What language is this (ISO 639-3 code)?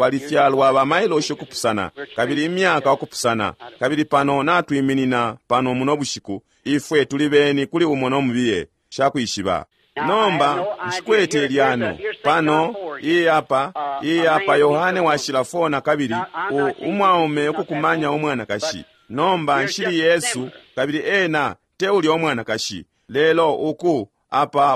bem